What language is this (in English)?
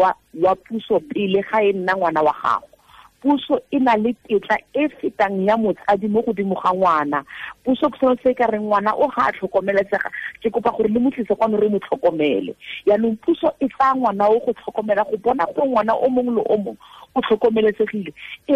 Tswana